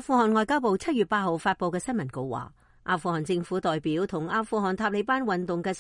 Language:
Cantonese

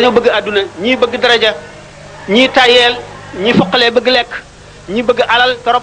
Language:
Wolof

